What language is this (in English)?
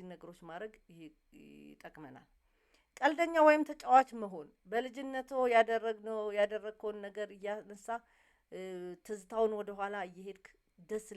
Amharic